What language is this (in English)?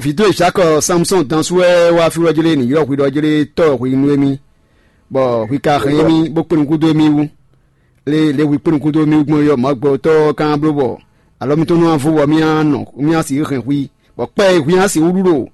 Fon